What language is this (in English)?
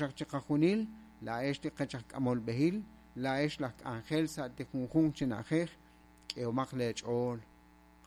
Kekchí